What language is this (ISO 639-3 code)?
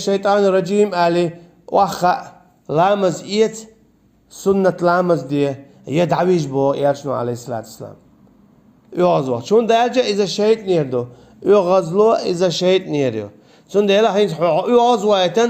che